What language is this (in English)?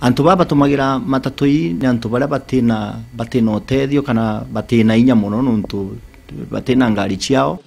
Meru